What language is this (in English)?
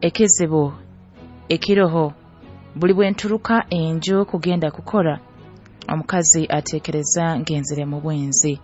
Nyoro